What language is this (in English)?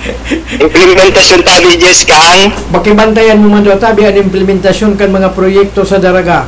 Bikol